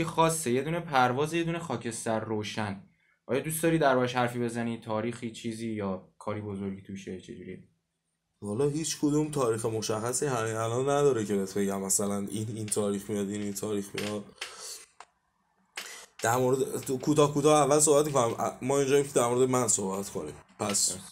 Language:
Persian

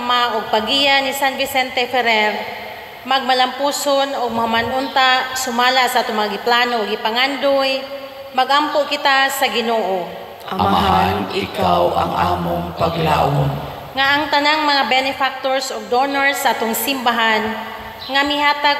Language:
Cebuano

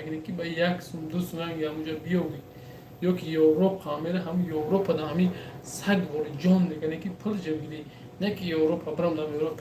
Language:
Tajik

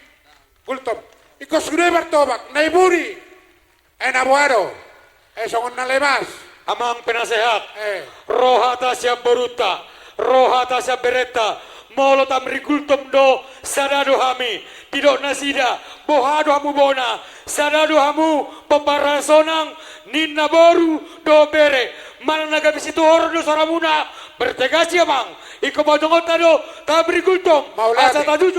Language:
Batak Toba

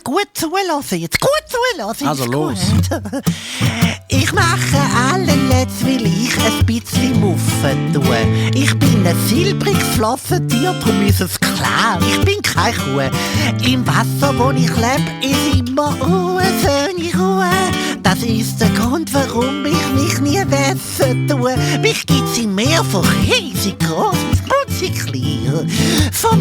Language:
Swiss German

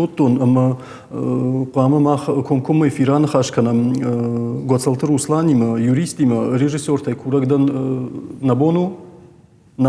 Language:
Ossetic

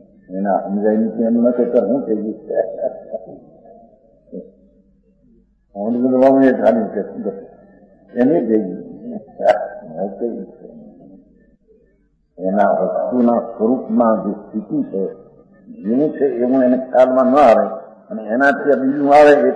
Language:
Gujarati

